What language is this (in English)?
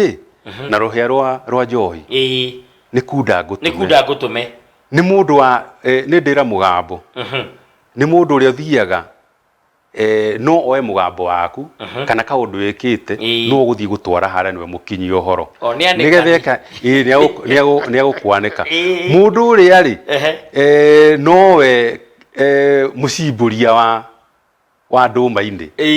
Kikuyu